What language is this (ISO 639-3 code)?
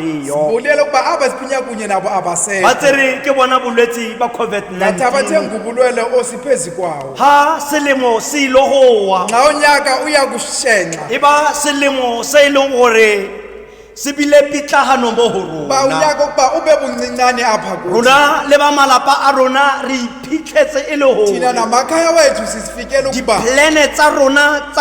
tsn